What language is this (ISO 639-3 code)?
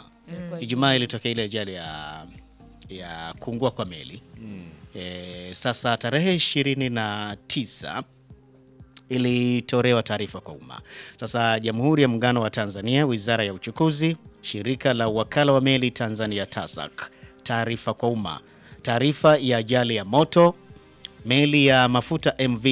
swa